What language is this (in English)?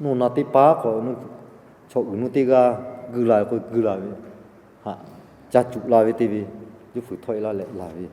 Lahu